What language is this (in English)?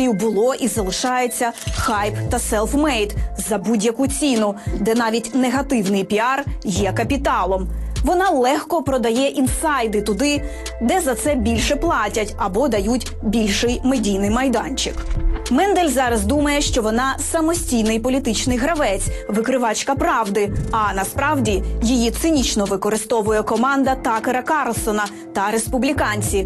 Ukrainian